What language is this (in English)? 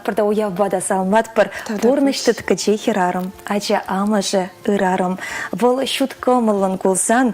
Chuvash